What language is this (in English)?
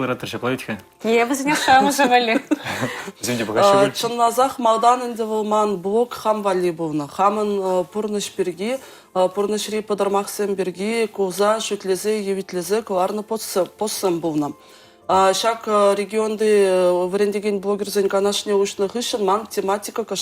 Chuvash